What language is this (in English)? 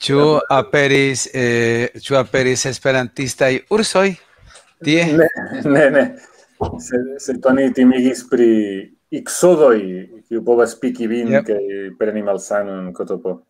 Esperanto